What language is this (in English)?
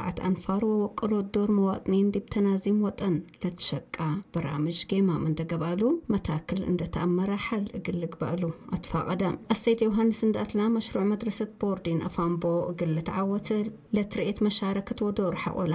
Tigre